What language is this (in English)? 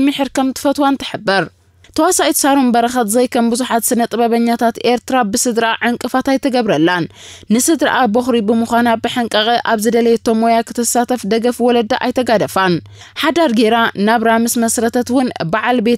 Tigrinya